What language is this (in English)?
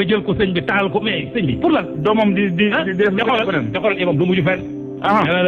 Wolof